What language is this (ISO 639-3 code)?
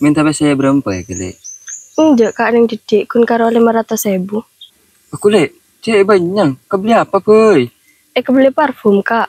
mad